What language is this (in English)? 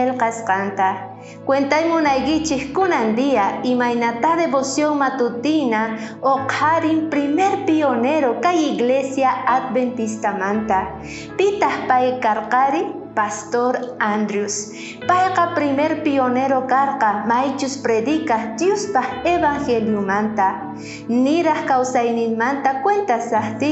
South Bolivian Quechua